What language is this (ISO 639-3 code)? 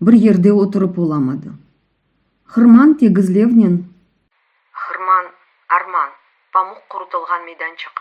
crh